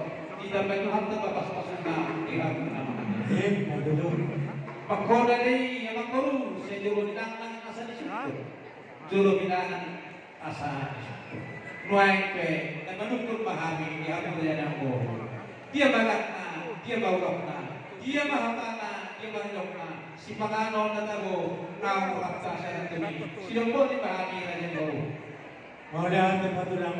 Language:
Batak Toba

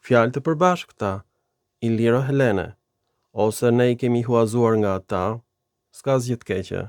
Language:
Albanian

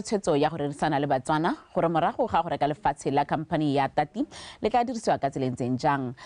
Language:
Tswana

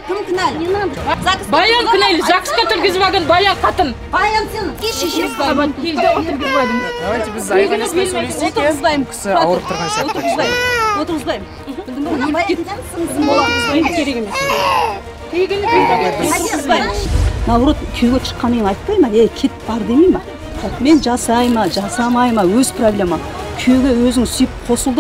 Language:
Kazakh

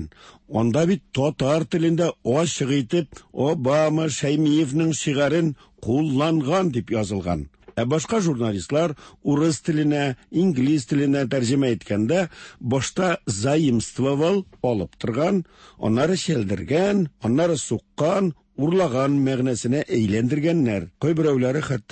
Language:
Tatar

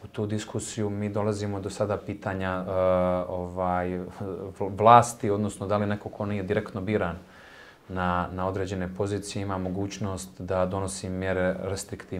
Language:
Bosnian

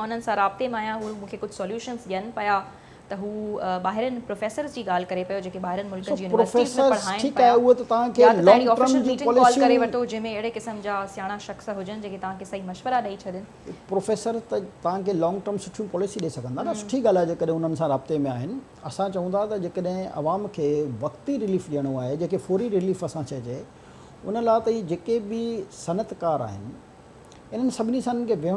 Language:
Sindhi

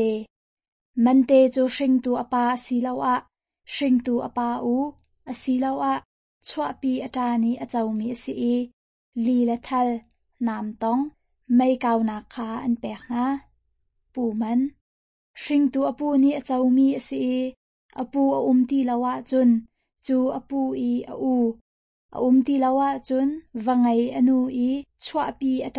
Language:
Hakha Chin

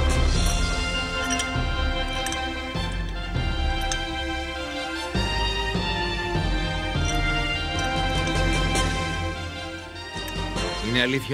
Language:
Greek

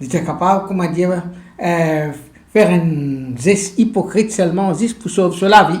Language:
Morisyen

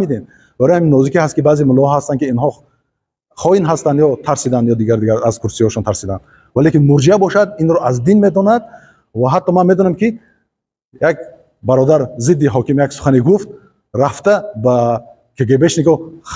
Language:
Tajik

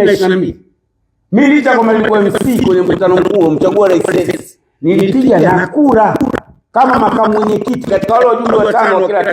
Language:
Swahili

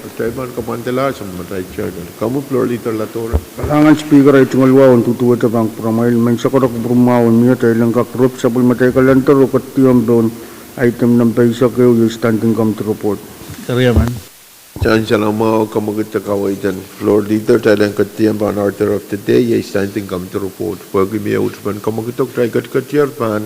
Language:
Pohnpeian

